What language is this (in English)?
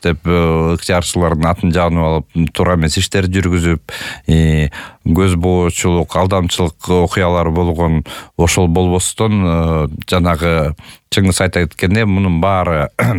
Kyrgyz